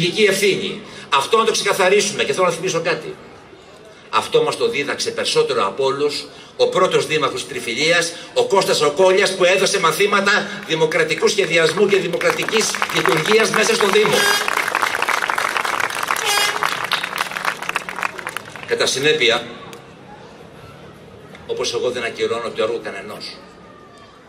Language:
Greek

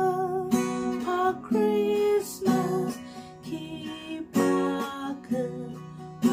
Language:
Tangkhul Naga (India)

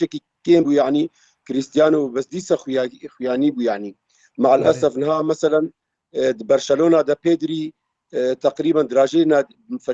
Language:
Kurdish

